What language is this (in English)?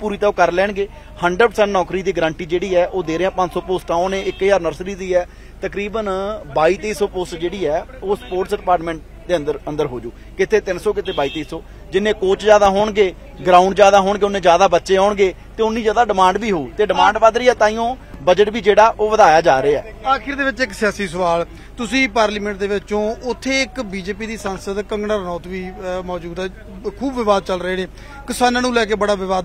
Punjabi